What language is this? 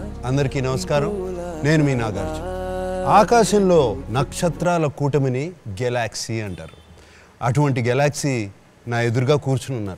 Telugu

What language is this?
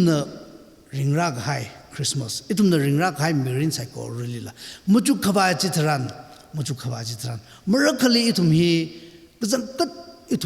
Tangkhul Naga (India)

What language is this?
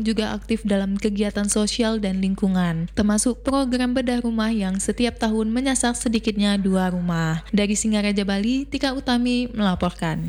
Indonesian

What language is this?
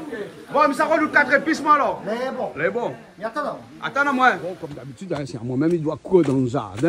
Réunion Creole French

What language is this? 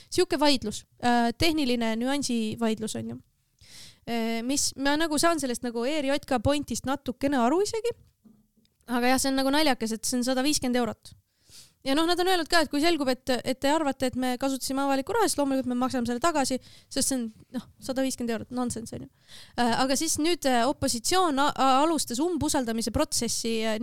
Estonian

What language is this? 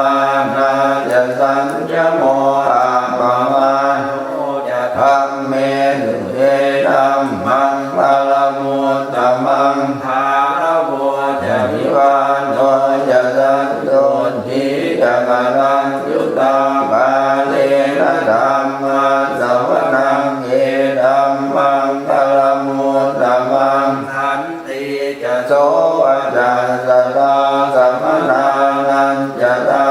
Pali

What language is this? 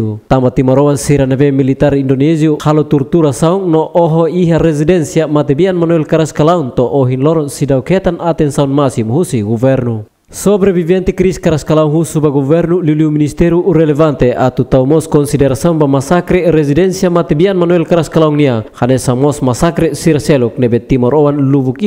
Tetum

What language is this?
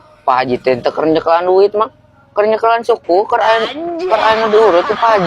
Sundanese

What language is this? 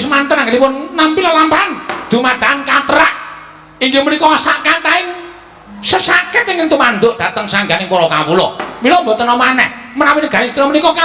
Javanese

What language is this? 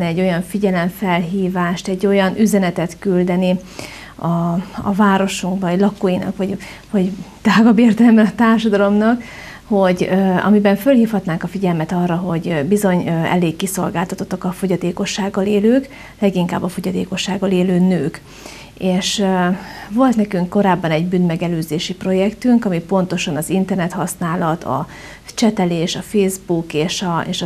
Hungarian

